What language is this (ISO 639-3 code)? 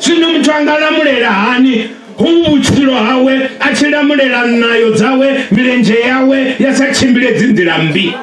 ven